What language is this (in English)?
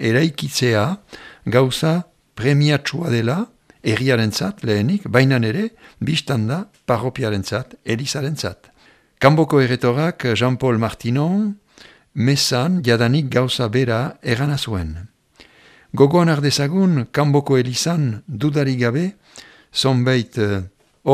Basque